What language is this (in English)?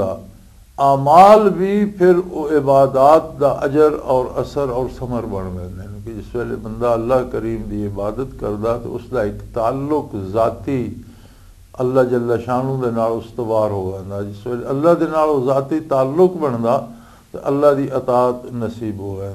Western Panjabi